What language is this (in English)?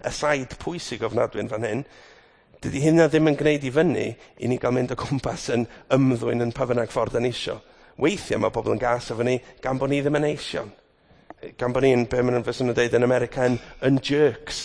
Welsh